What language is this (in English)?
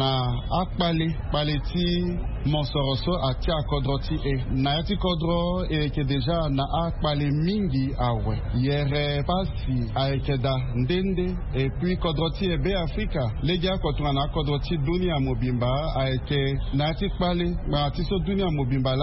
Sango